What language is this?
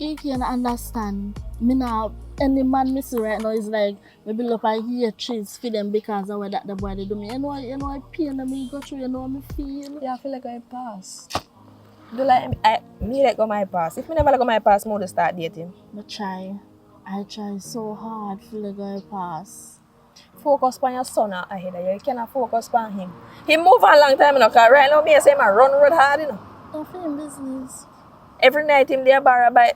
Jamaican Creole English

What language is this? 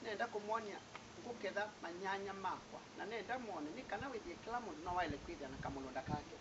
Kamba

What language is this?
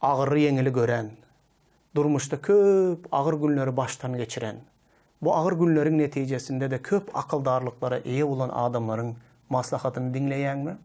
Turkmen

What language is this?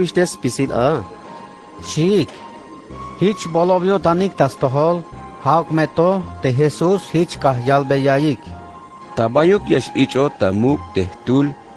Tzeltal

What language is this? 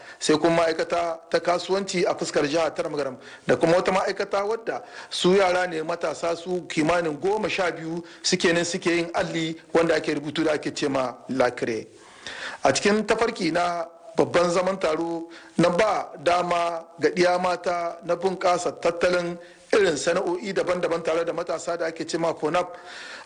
Hausa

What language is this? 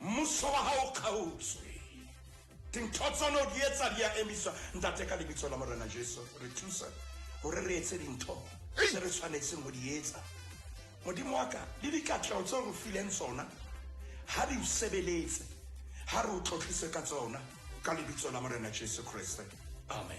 Southern Sotho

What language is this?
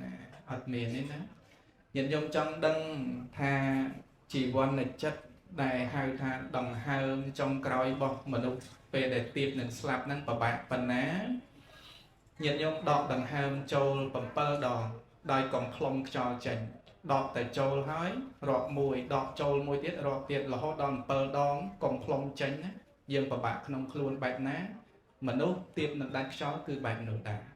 Khmer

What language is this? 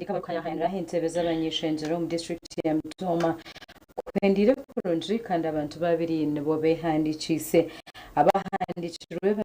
Nyankole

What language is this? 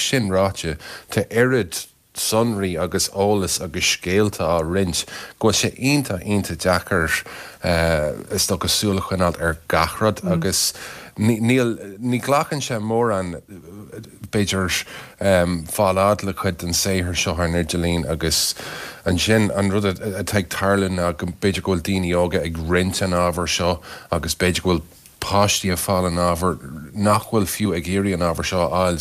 Irish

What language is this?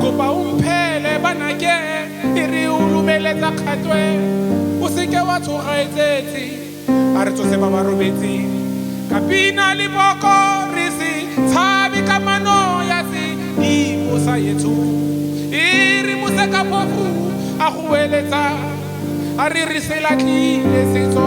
Tswana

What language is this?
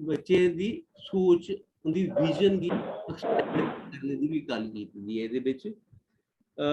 Dogri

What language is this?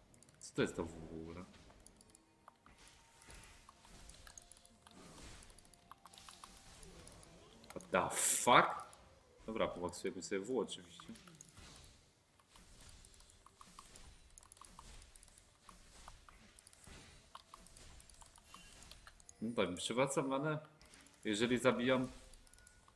Polish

